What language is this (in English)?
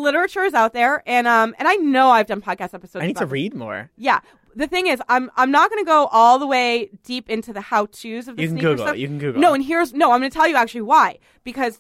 English